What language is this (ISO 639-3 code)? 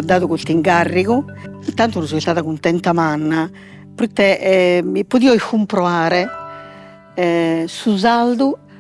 srd